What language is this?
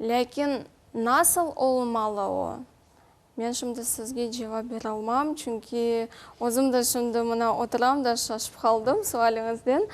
Crimean Tatar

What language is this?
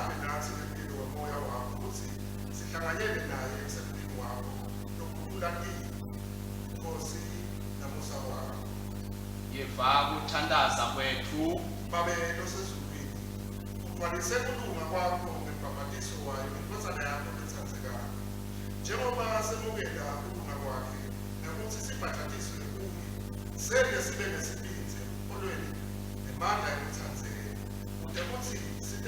Swati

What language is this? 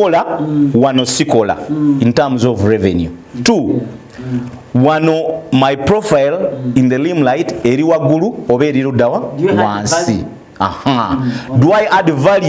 Ganda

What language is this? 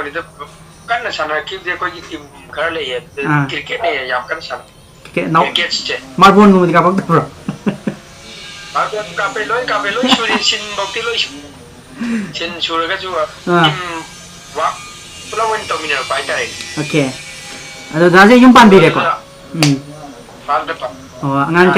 Manipuri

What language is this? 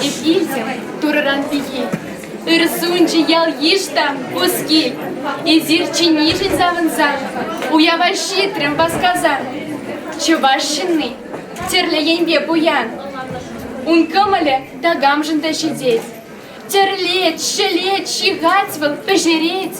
Chuvash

